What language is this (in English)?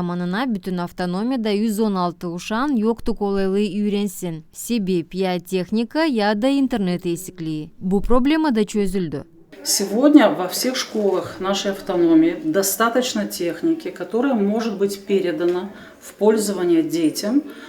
Gagauz